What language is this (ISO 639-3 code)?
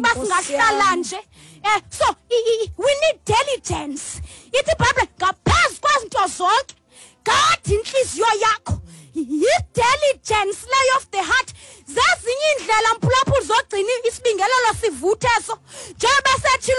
xho